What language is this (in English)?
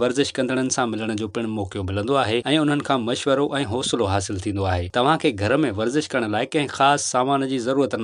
Sindhi